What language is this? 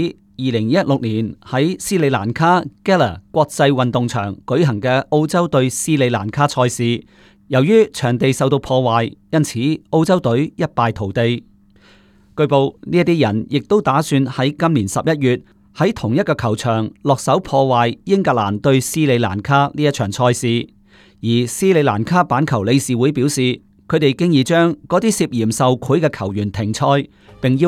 Cantonese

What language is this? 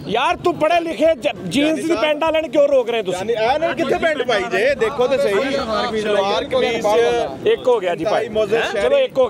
Punjabi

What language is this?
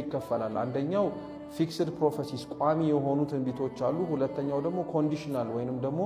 Amharic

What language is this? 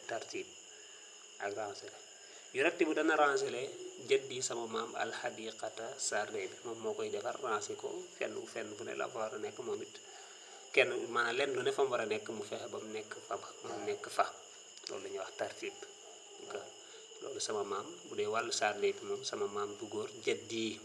Wolof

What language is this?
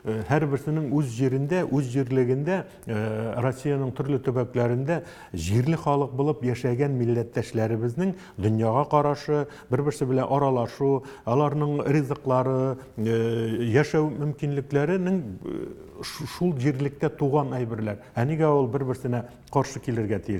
Tatar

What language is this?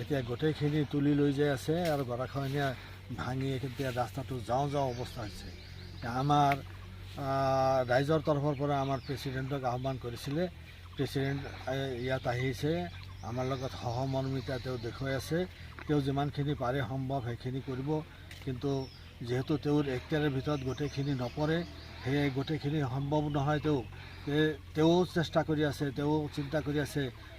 Assamese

